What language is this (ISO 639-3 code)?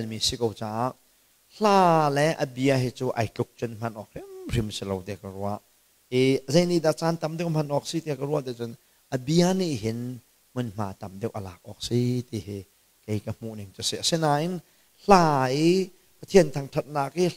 cnh